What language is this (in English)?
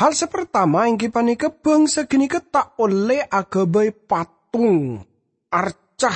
Madurese